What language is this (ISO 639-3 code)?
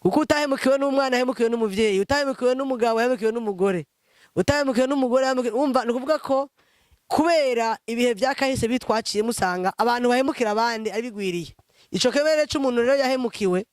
run